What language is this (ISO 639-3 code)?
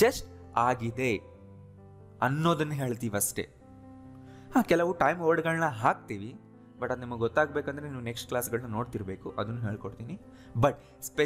kan